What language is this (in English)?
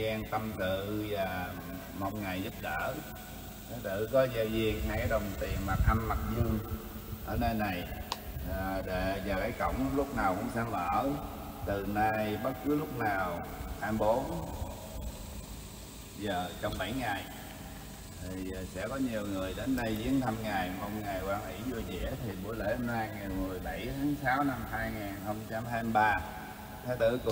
Vietnamese